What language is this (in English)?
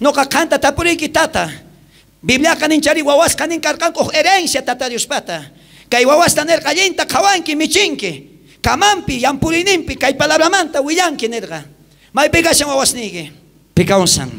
South Bolivian Quechua